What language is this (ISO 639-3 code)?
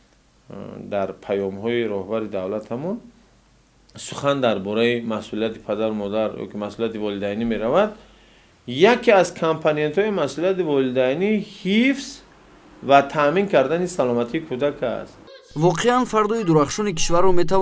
tgk